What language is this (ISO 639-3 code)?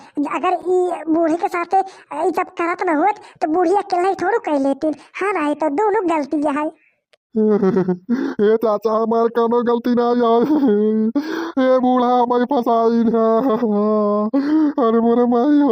bho